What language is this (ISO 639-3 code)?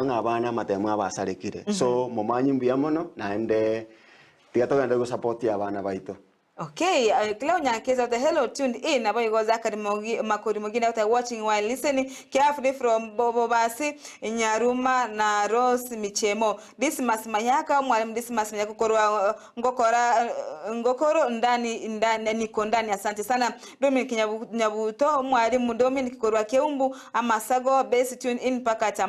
guz